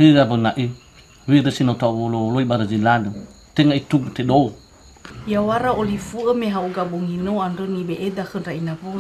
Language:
Nias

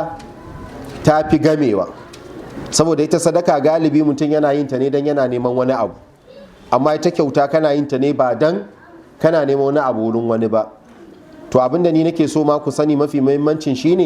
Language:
Hausa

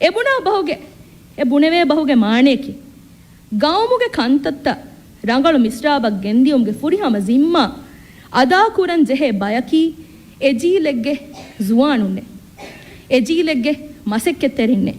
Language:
Divehi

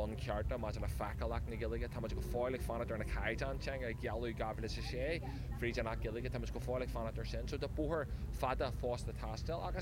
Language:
Irish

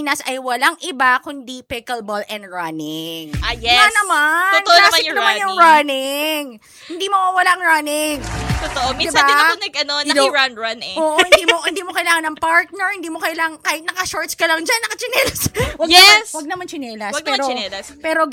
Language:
Filipino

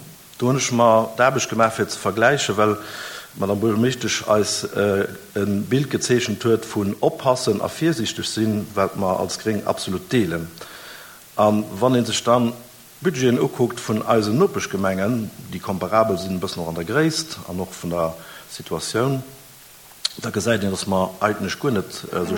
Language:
Luxembourgish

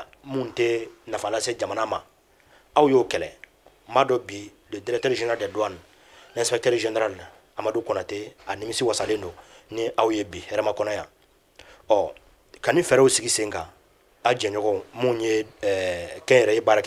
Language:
Bambara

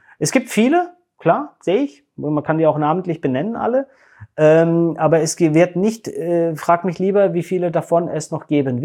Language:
German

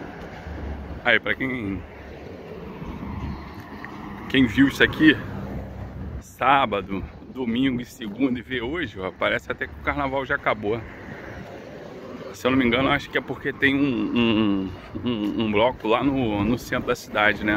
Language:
Portuguese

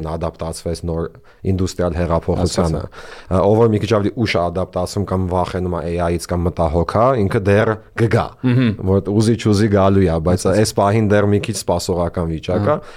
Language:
Armenian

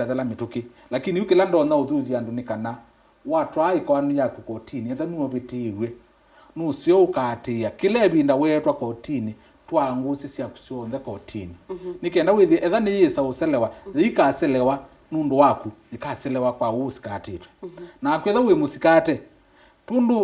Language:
Kamba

